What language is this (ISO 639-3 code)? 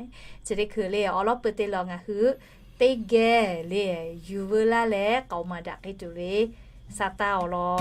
lhu